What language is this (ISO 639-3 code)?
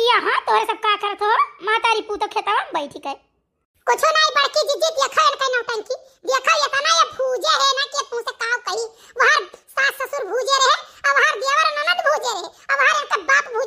awa